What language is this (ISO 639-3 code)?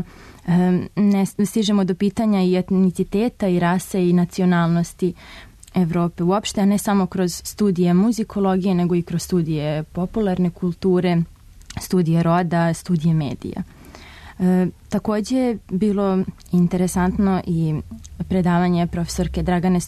srp